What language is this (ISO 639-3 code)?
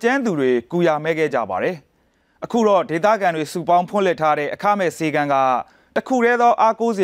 mya